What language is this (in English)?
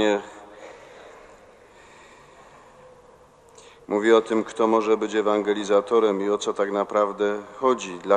Polish